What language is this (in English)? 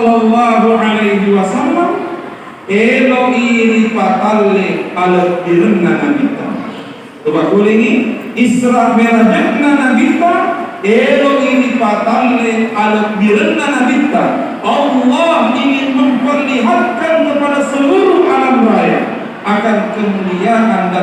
Buginese